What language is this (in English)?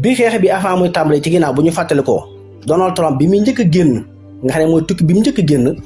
Wolof